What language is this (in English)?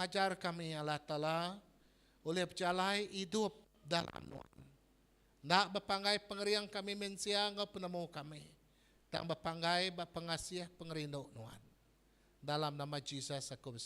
Iban